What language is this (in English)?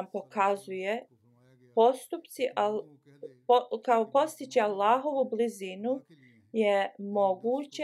Bosnian